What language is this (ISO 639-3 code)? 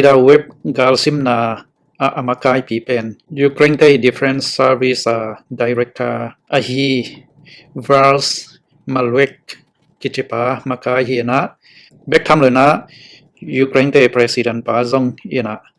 ctd